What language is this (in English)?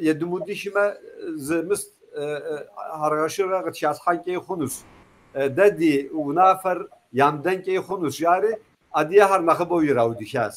Kabardian